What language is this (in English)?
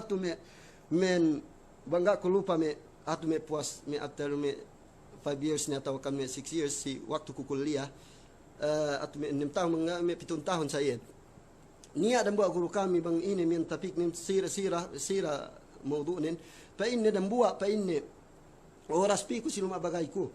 Yakan